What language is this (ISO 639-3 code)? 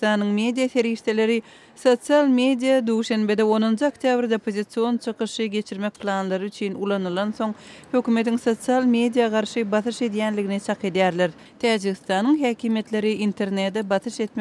tuk